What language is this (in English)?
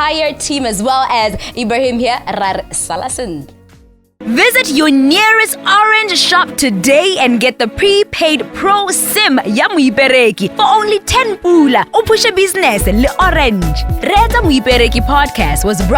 Tswana